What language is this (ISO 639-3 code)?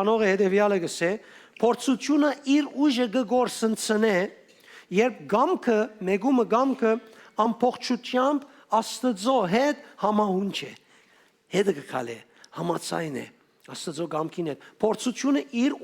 hyw